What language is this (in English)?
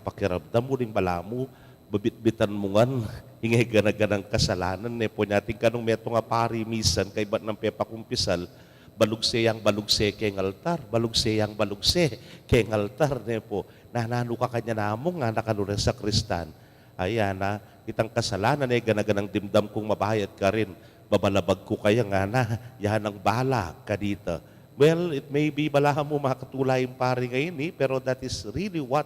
Pampanga